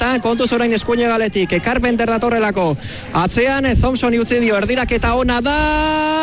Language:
Basque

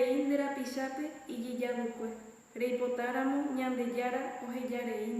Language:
Guarani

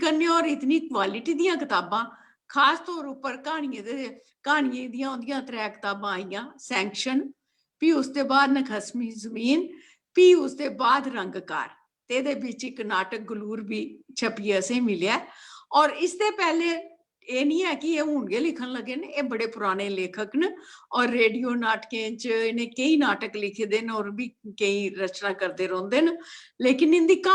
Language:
Dogri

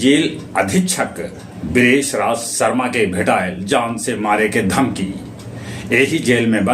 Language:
Magahi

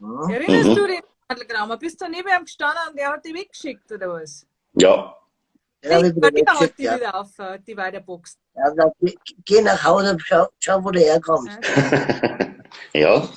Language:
Bavarian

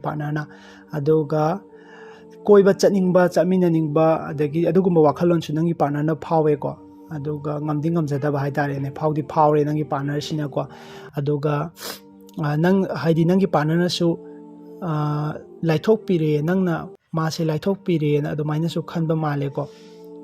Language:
Manipuri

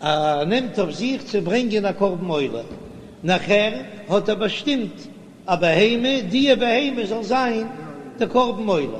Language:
Yiddish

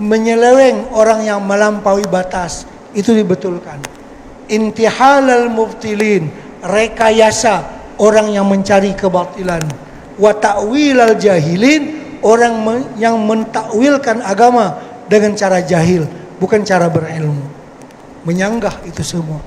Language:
Banjar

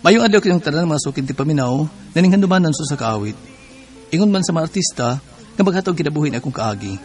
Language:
Cebuano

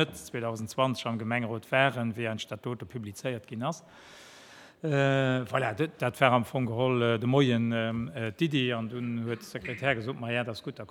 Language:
Luxembourgish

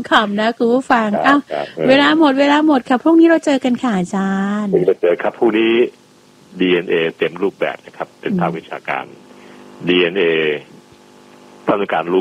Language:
Thai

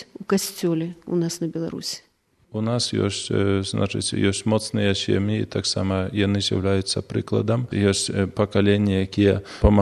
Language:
Belarusian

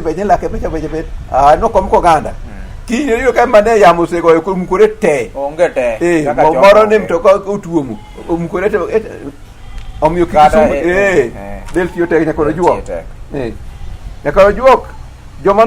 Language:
Luo (Kenya and Tanzania)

